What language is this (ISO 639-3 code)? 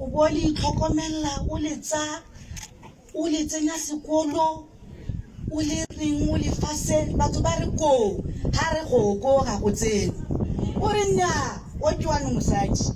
tsn